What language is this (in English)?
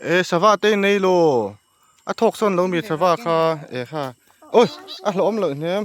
Mizo